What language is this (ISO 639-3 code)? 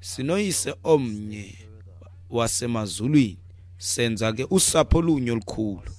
xho